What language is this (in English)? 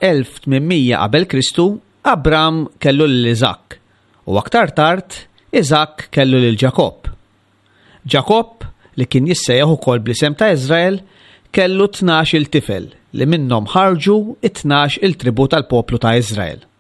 Maltese